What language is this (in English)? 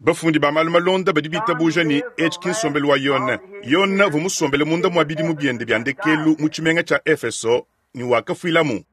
Luba-Lulua